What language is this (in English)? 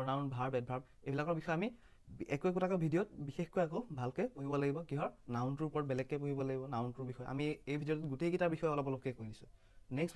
Assamese